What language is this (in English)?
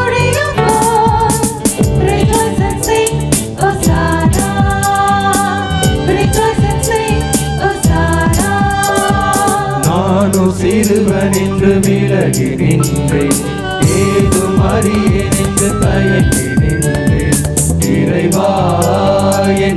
Tamil